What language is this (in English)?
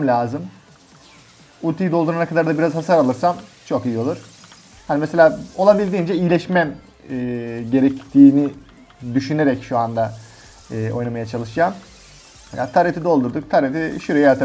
Turkish